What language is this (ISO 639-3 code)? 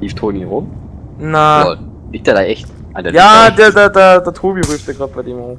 bar